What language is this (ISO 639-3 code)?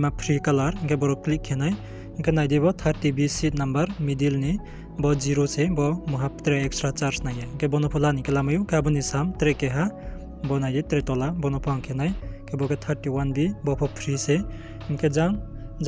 ria